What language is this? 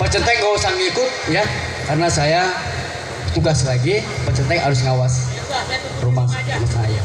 Betawi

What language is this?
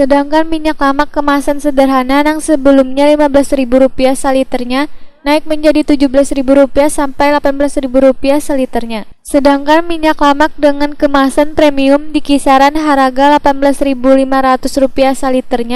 Banjar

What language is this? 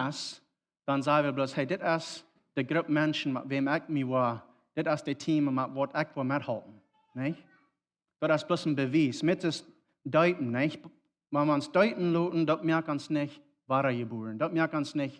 Plautdietsch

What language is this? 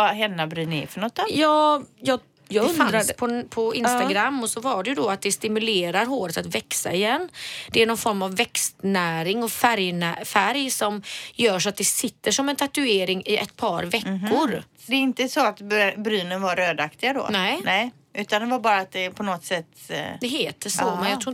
Swedish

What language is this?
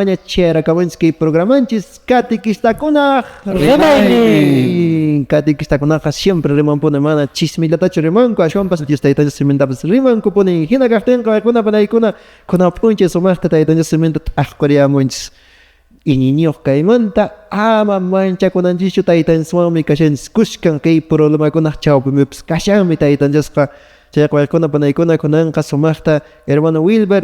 Quechua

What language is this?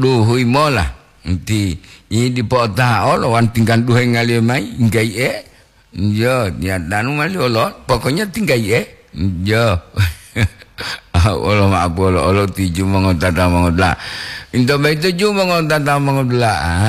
Gorontalo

